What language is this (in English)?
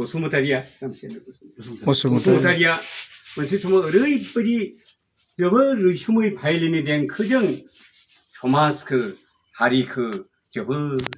Bodo